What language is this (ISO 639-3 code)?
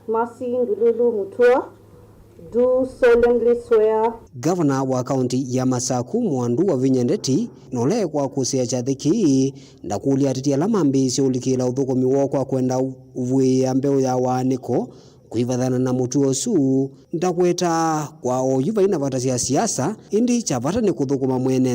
kam